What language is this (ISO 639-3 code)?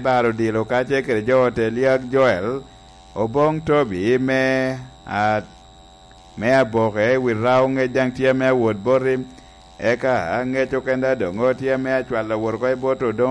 laj